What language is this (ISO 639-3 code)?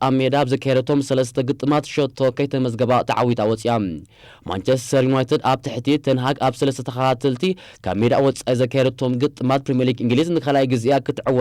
tir